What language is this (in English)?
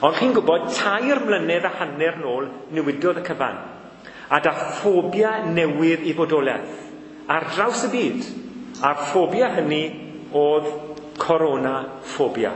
Welsh